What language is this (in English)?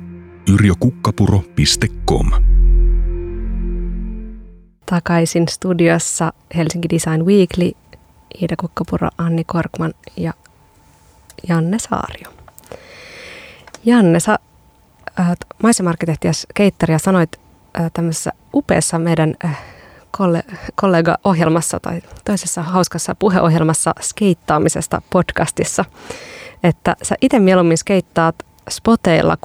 Finnish